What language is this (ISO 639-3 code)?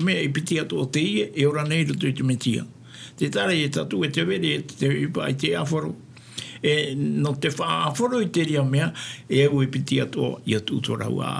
tah